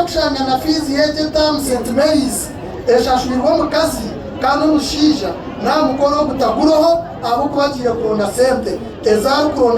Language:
Nyankole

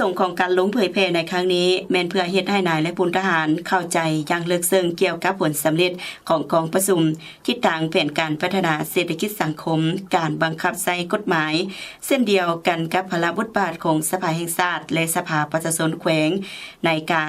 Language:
Lao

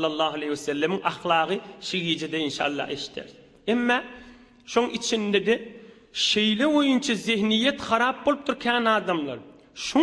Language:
Turkmen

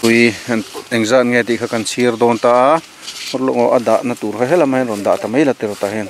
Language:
Mizo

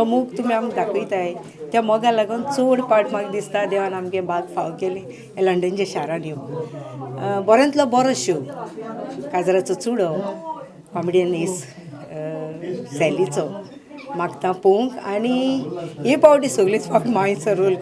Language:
Konkani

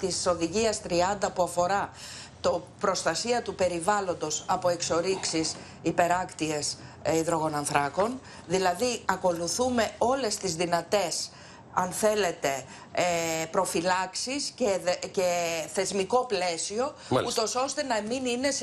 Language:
Greek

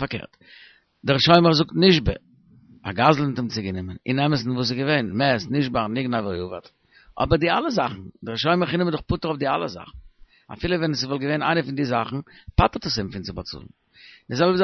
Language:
Yiddish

